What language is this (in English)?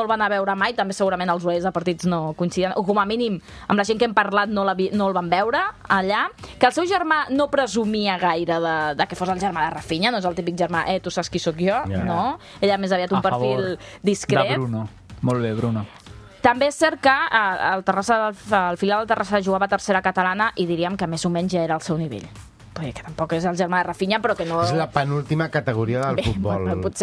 Catalan